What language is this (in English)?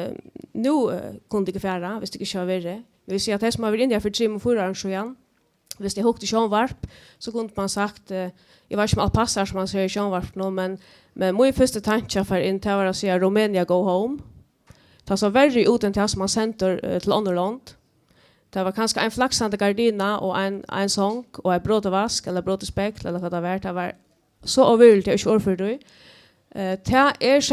Faroese